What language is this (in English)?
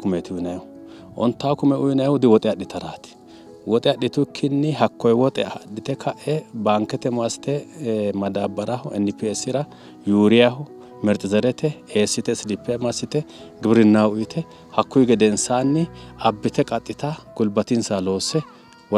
Sidamo